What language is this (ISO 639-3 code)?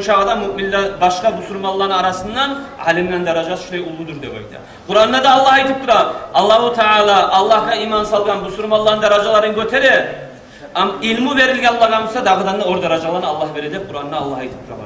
kum